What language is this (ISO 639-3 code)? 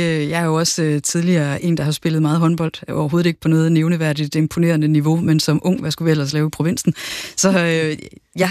dan